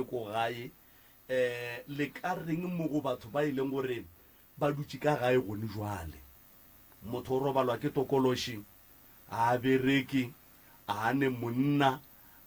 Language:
Northern Sotho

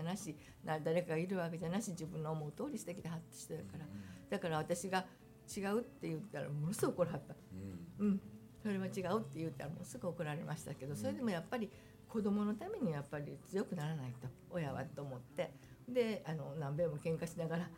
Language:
Japanese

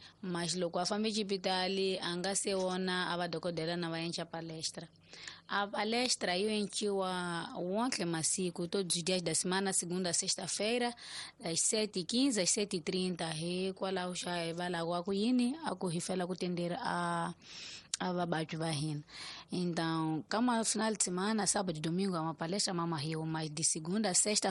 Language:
Tsonga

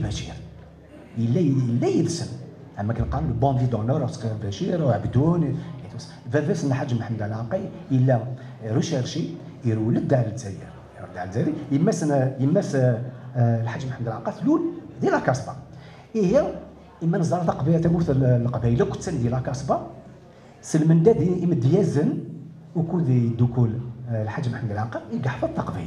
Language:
Kabyle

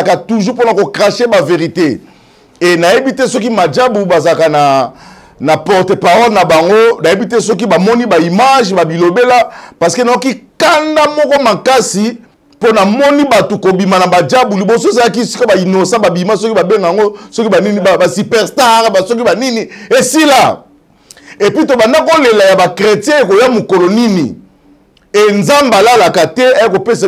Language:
Lingala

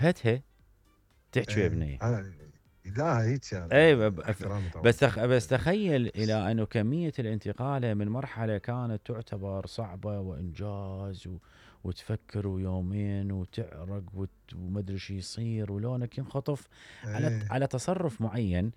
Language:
Mesopotamian Arabic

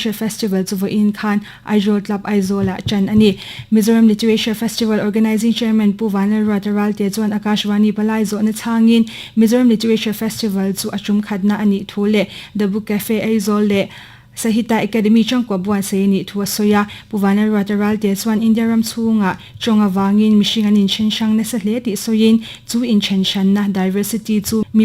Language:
Mizo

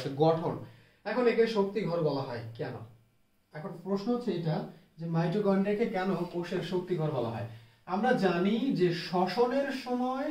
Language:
Bangla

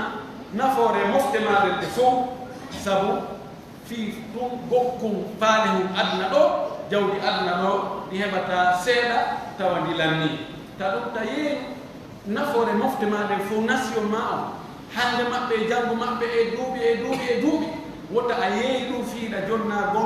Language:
Pular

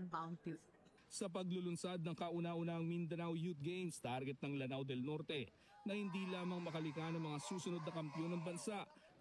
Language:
Filipino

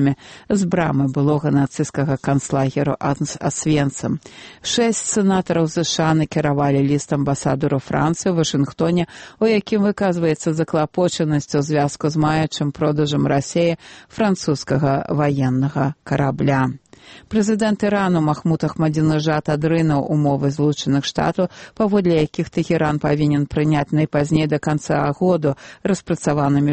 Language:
Belarusian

